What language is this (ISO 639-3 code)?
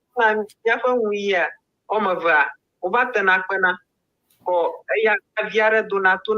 ewe